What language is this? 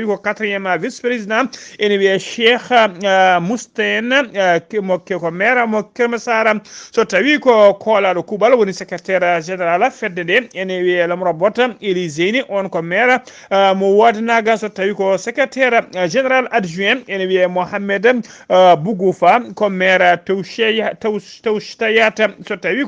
Fula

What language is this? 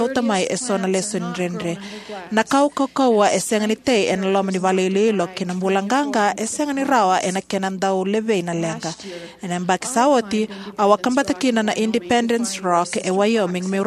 Fijian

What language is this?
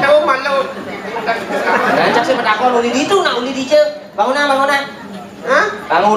Balinese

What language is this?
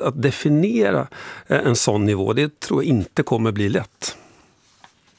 Swedish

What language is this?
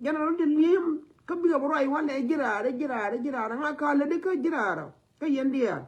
Nuer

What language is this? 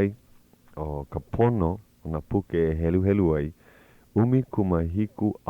Hawaiian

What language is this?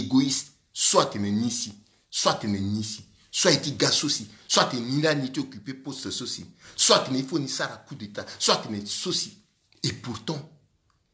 Sango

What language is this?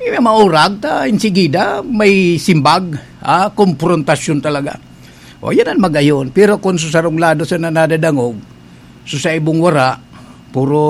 Bikol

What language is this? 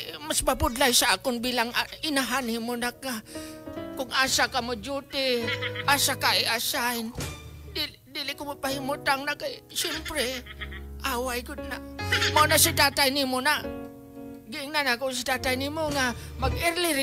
Cebuano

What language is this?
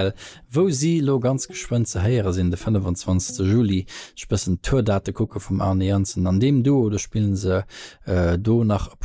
Luxembourgish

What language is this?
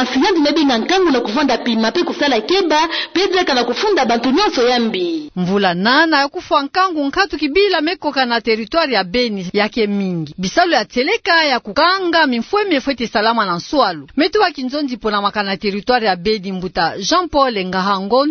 Kituba (Democratic Republic of Congo)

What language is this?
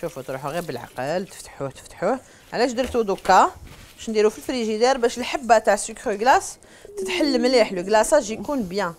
Algerian Arabic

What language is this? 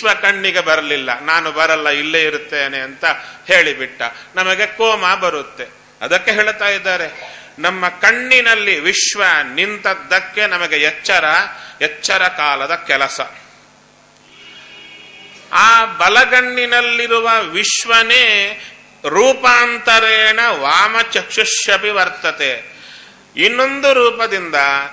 Kannada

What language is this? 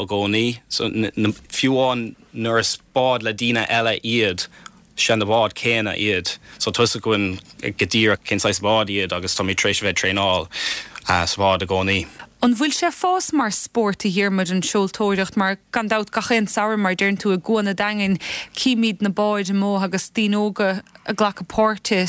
Irish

